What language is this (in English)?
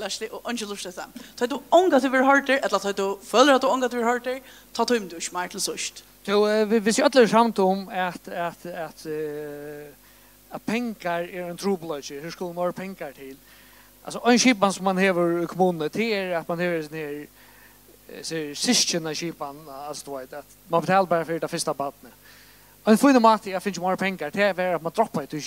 Faroese